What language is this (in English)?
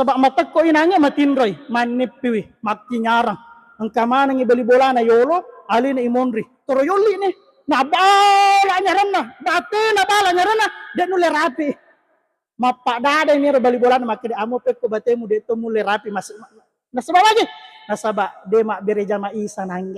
Buginese